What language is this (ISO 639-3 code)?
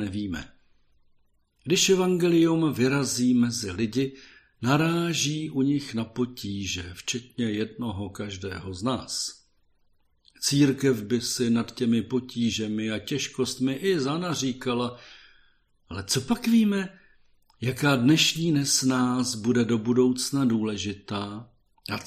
ces